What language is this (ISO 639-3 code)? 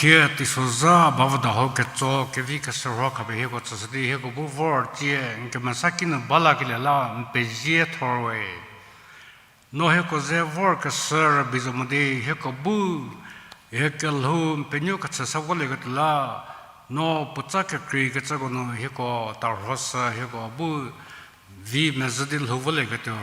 njm